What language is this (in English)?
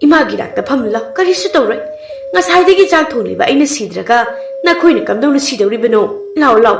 Manipuri